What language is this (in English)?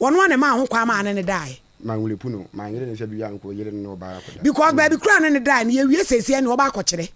Akan